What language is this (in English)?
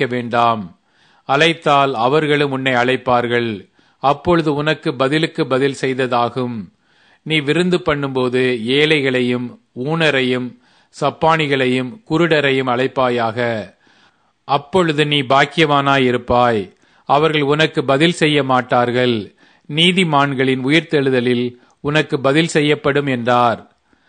Tamil